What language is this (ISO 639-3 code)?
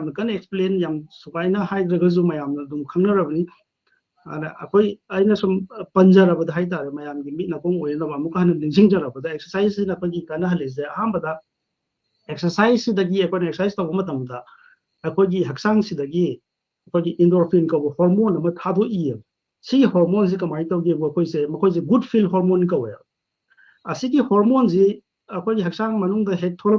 mni